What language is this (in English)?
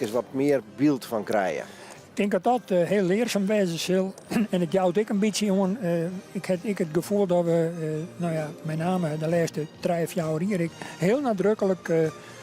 Western Frisian